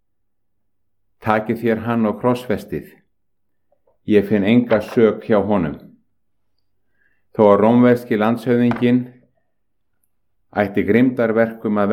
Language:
Icelandic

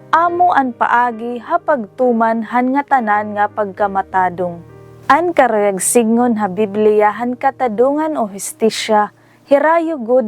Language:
Waray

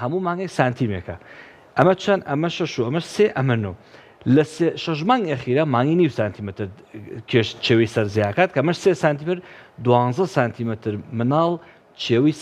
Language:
Central Kurdish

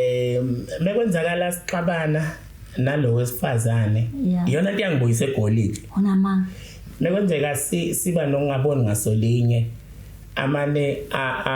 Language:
Zulu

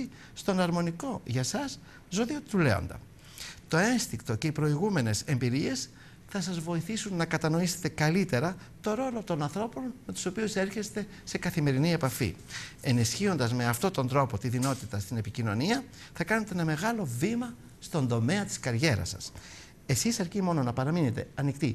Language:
Greek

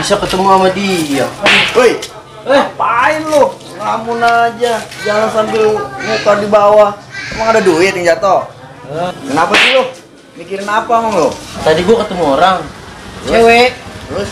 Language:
Betawi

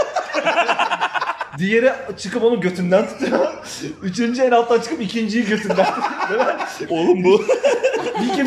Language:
Turkish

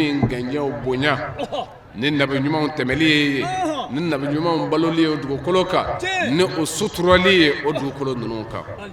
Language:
Bambara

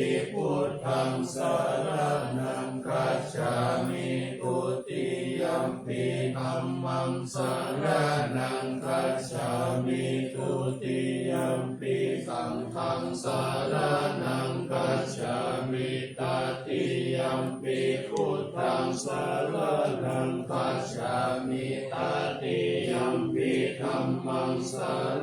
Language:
Pali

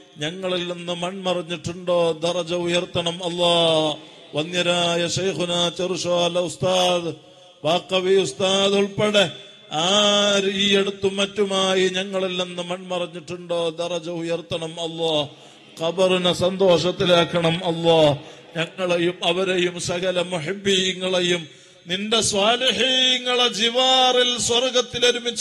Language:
Malayalam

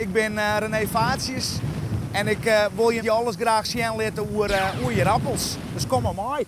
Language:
Western Frisian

